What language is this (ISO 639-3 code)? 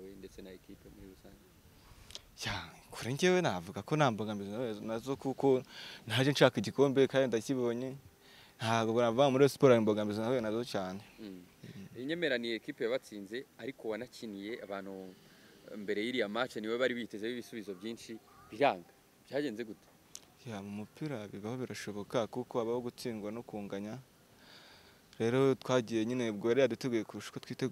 kin